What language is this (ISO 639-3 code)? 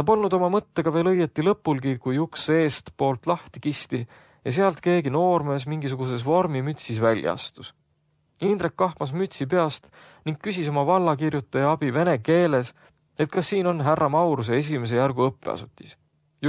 est